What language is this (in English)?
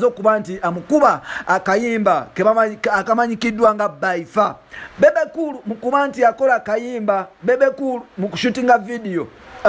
Ganda